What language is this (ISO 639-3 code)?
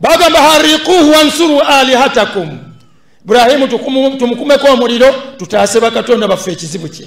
lug